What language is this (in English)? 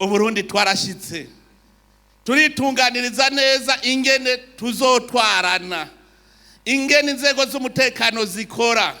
Rundi